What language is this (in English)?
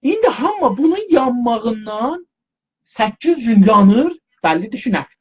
South Azerbaijani